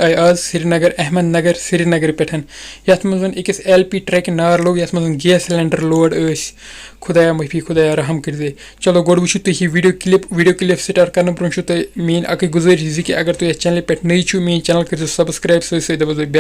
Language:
Kashmiri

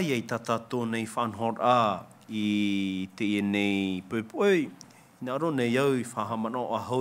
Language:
Tahitian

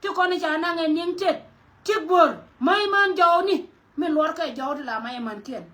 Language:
Nuer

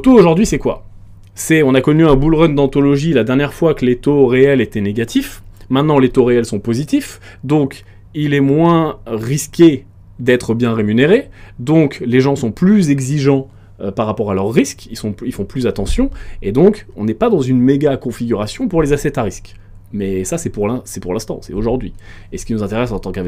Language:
French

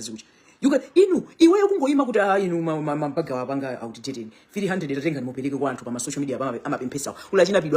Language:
Nyanja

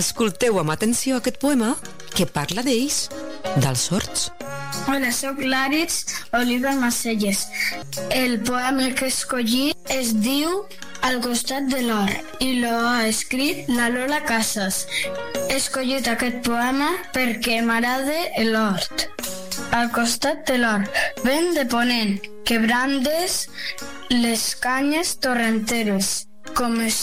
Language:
Catalan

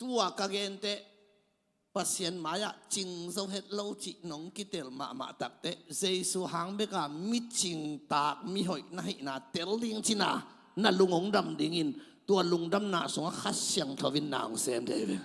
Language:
Tedim Chin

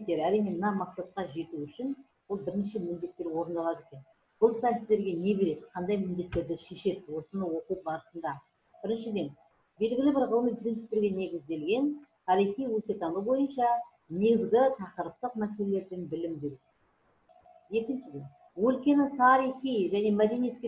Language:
Kazakh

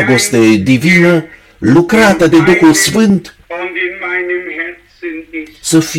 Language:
Romanian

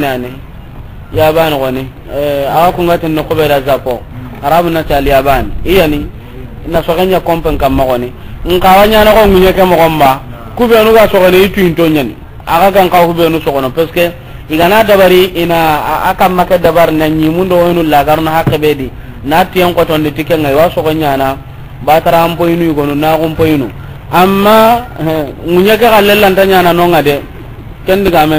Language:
Soninke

